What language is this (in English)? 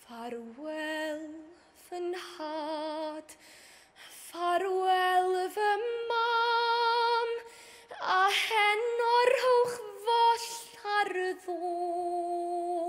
Welsh